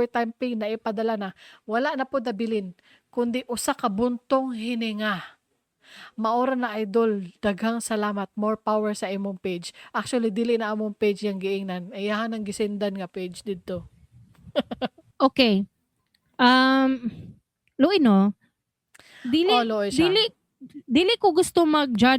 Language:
Cebuano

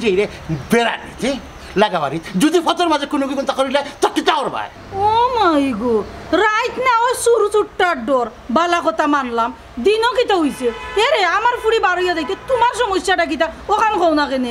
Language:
Sylheti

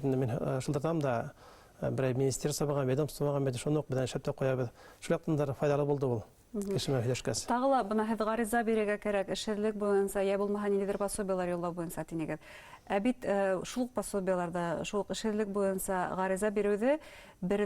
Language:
Bashkir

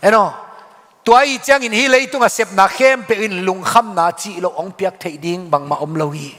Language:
Tedim Chin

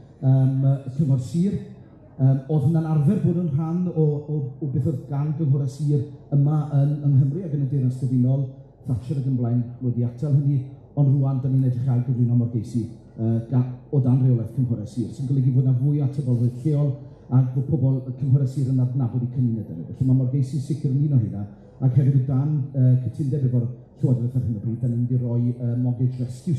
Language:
Welsh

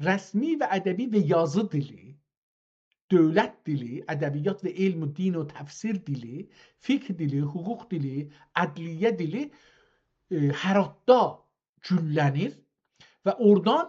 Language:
South Azerbaijani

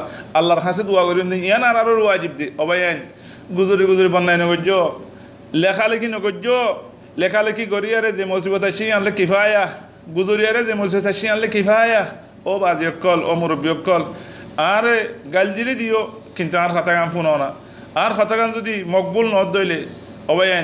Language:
Rohingya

